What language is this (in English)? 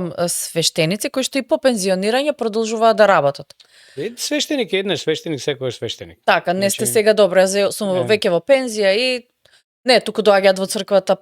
Macedonian